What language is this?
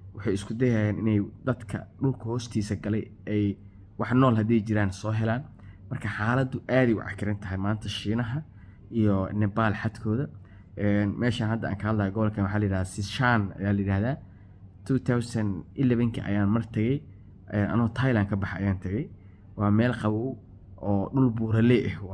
Somali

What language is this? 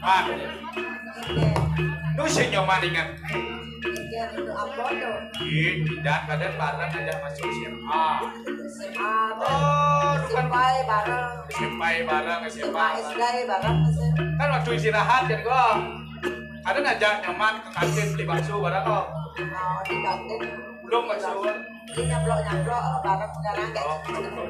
Balinese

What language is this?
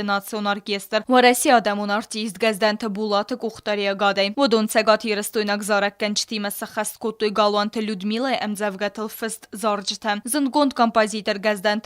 Ossetic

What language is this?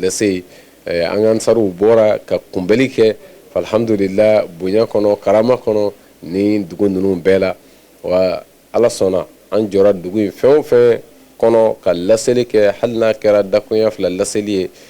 Bambara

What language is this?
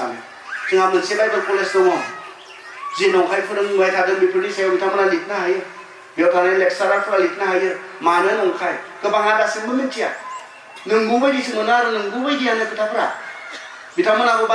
Bodo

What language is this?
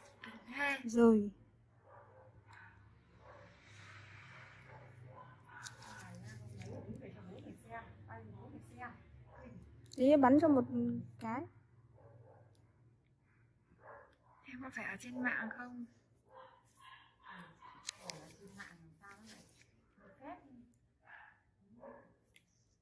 Vietnamese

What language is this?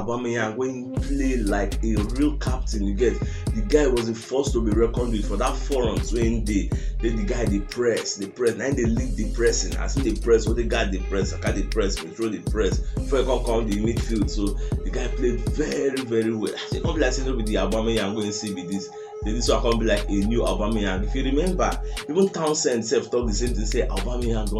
Nigerian Pidgin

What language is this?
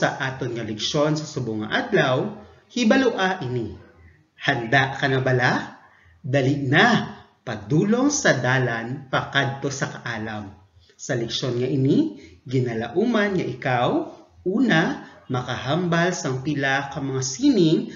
Hiligaynon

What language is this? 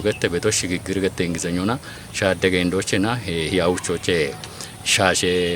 Kafa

